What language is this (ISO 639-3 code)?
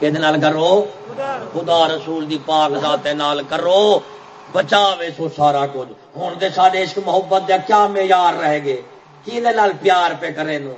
skr